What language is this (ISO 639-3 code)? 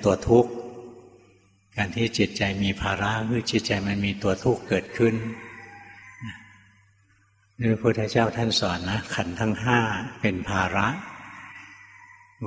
tha